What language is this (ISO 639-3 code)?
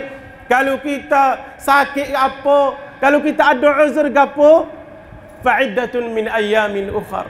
msa